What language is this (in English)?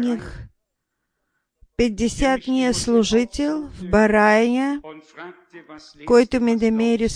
Bulgarian